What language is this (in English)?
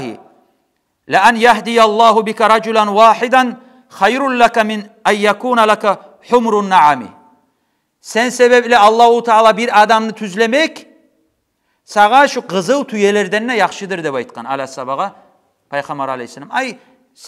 Kumyk